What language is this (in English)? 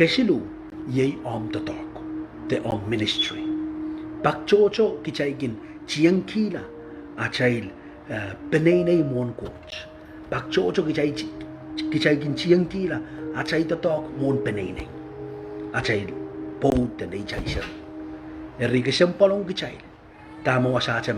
Pohnpeian